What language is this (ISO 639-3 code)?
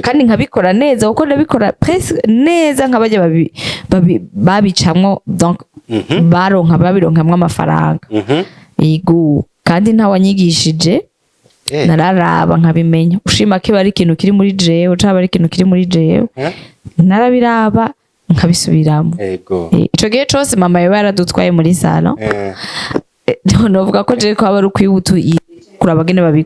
run